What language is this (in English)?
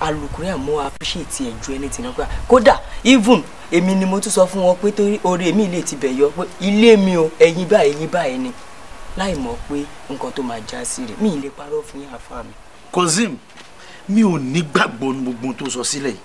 Yoruba